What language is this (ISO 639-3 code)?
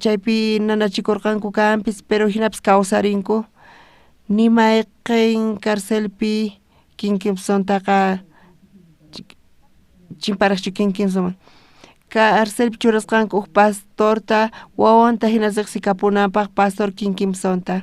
quh